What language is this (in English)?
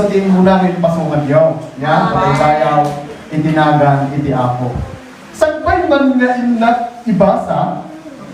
Iloko